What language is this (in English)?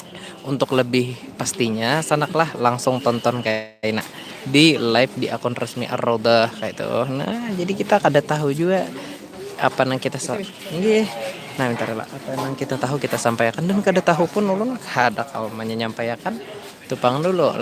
Banjar